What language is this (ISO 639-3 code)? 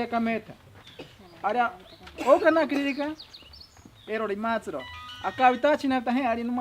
prq